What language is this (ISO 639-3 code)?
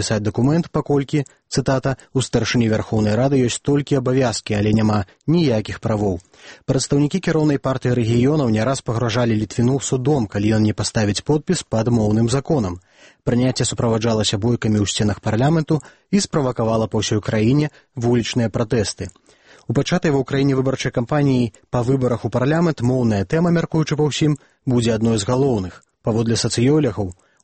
bel